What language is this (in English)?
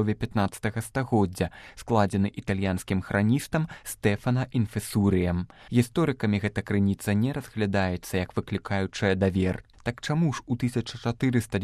Belarusian